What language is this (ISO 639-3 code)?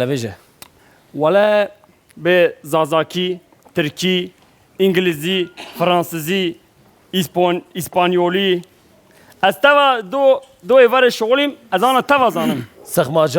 kur